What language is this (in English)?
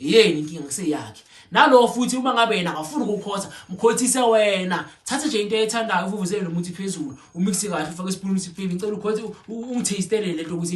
Zulu